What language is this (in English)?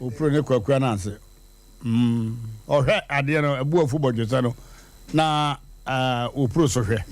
Akan